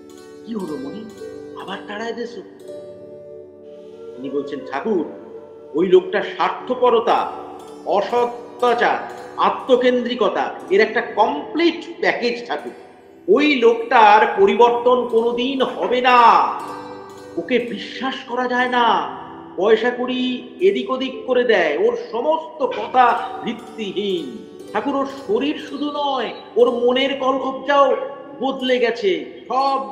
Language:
Bangla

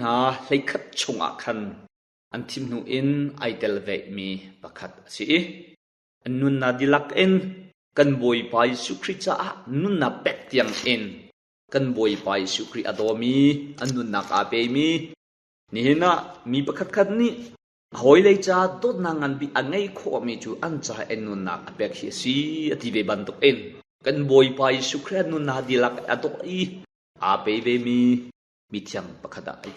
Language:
Hakha Chin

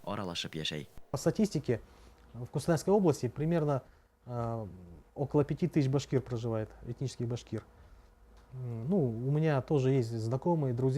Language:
Bashkir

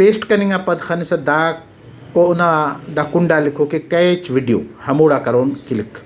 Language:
Brahui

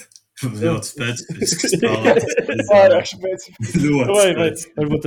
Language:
Latvian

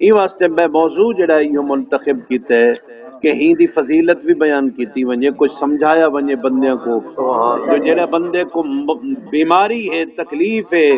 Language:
Saraiki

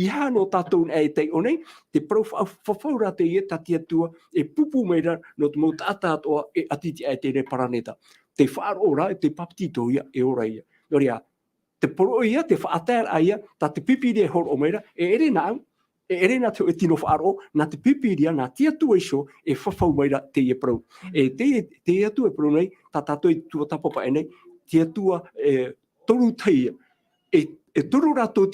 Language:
Tahitian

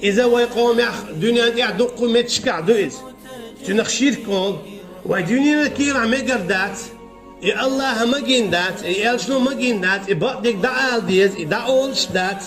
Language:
Chechen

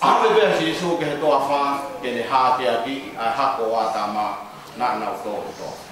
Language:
Tongan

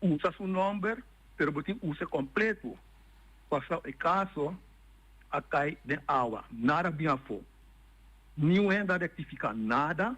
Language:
Papiamento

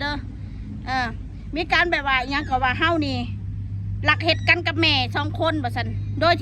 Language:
Northeastern Thai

